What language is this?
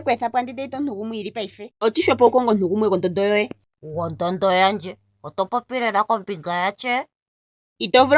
Ndonga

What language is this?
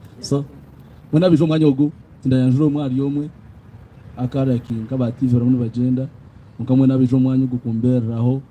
Nyankole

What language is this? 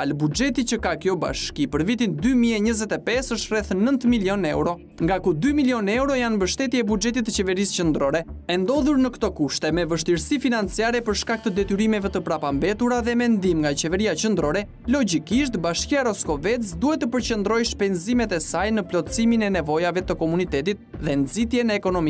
Albanian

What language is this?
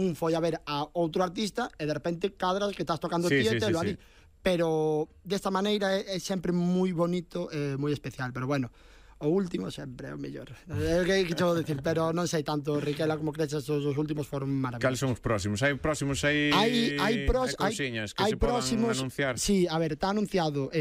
Galician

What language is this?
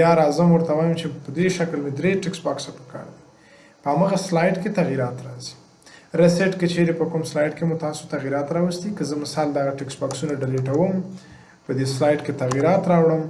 Pashto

